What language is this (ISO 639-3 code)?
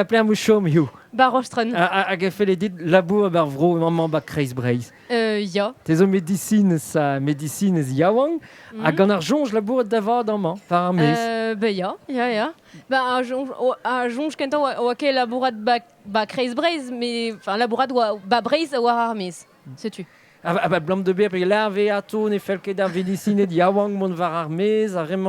bre